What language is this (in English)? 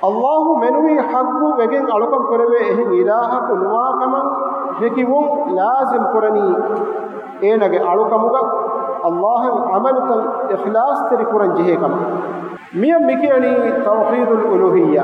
Divehi